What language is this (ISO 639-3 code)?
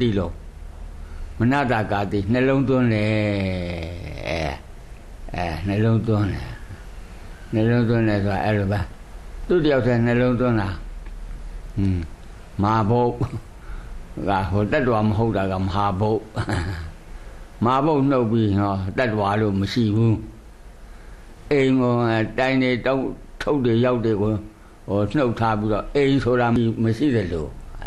mya